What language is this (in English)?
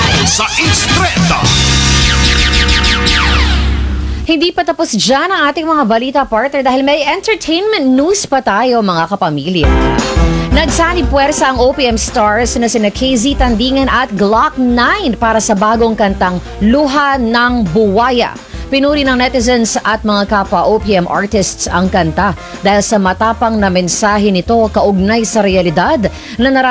Filipino